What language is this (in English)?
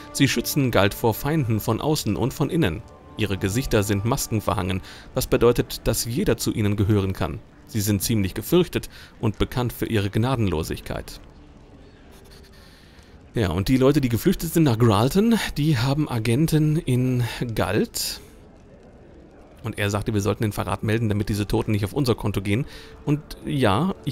German